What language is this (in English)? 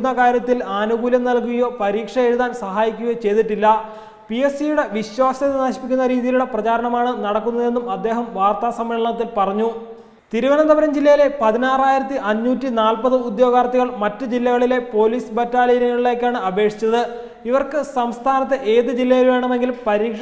Malayalam